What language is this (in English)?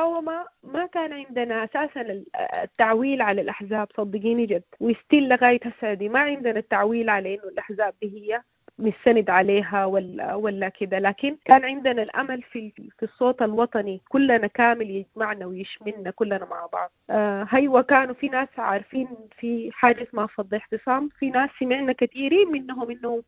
Sudanese Arabic